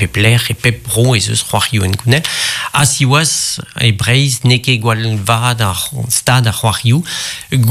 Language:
Breton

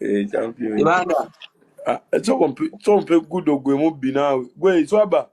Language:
Ganda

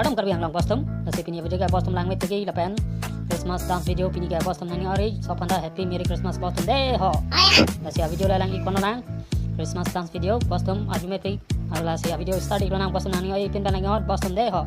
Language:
Karbi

